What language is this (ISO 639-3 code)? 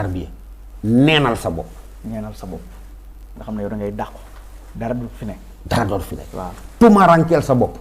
wol